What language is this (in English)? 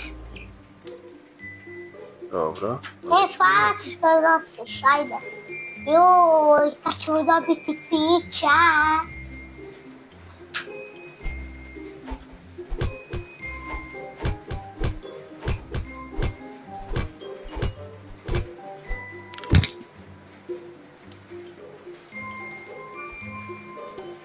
Croatian